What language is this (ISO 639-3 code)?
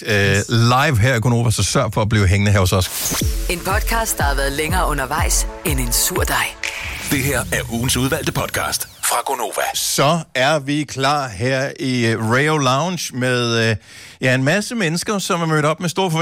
dan